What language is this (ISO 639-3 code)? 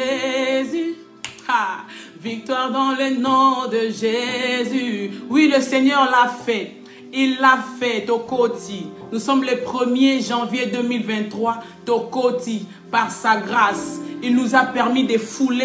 fra